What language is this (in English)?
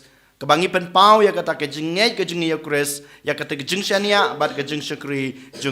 Khasi